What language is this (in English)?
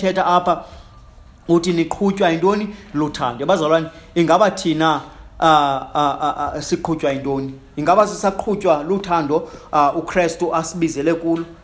Xhosa